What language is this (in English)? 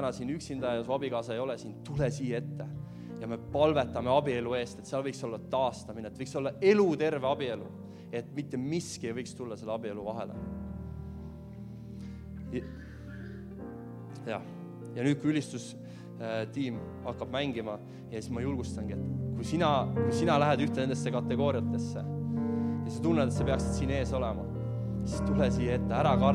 Estonian